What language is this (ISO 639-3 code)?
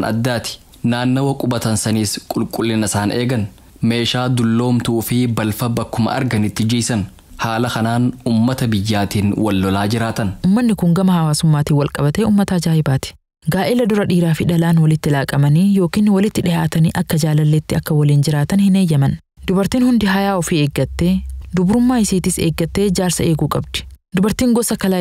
orm